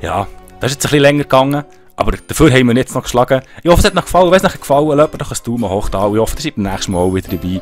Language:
Swiss German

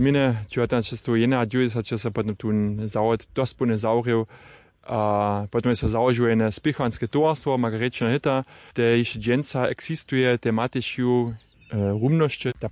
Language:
Upper Sorbian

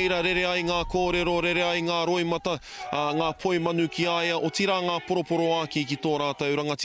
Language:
Māori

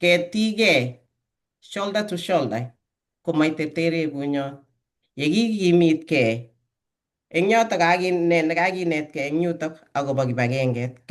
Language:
Kalenjin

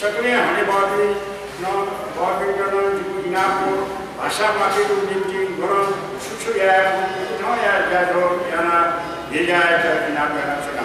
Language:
Newari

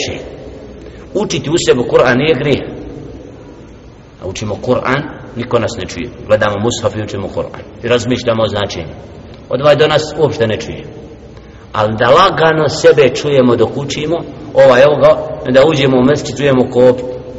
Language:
Bosnian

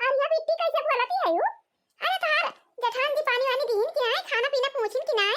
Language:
Awadhi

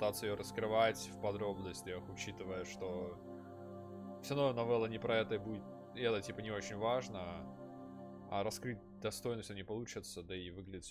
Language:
Russian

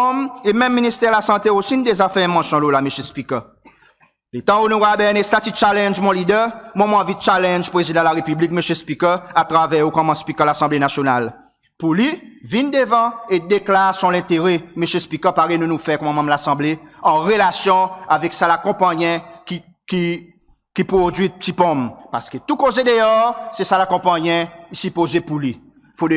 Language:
Seselwa Creole French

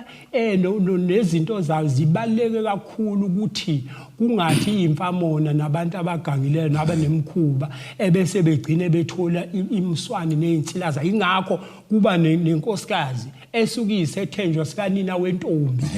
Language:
Zulu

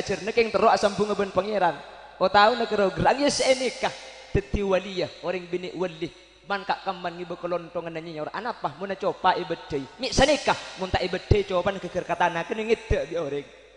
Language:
Madurese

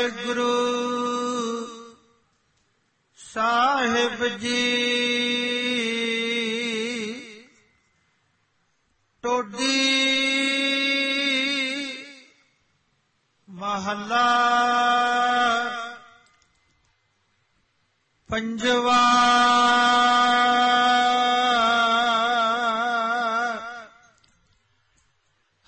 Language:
Punjabi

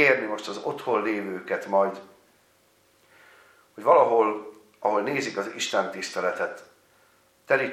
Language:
Hungarian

